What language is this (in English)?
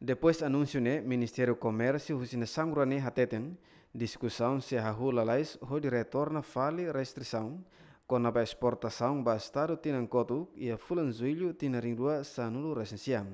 Tetum